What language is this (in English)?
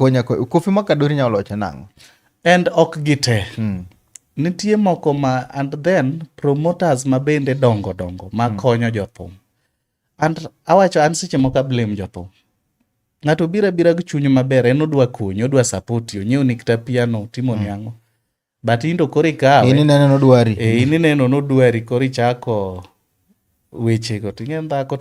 Luo (Kenya and Tanzania)